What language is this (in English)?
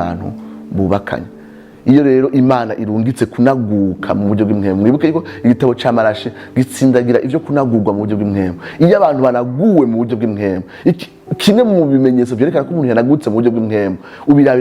Rundi